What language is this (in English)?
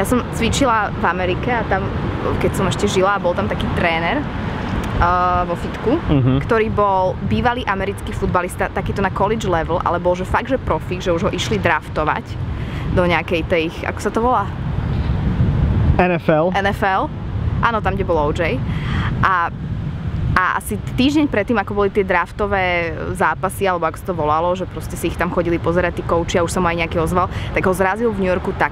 Slovak